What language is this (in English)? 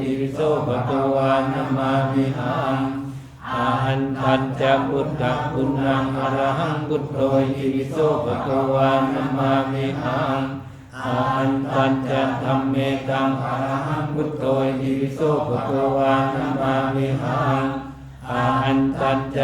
Pali